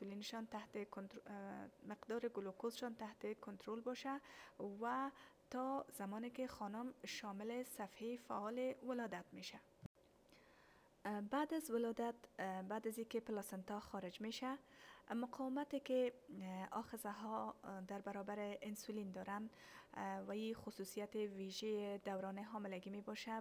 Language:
Persian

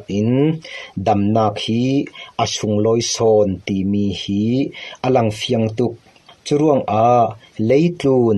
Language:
Falam Chin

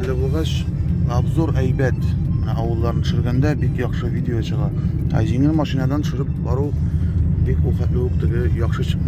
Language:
Tatar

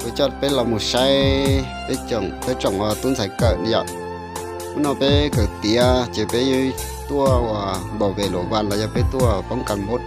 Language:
Hmong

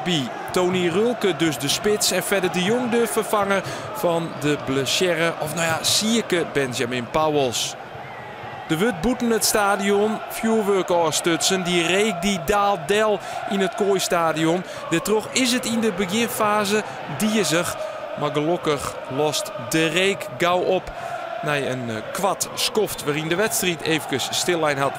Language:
Western Frisian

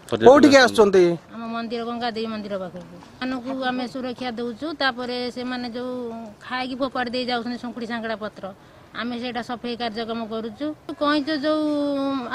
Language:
Odia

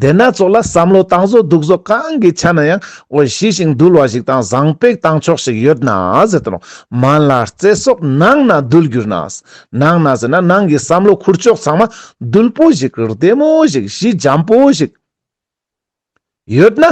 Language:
Ladakhi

